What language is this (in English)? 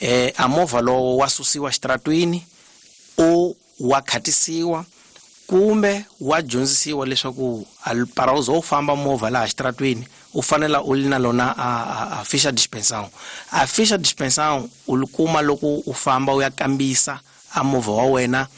Tsonga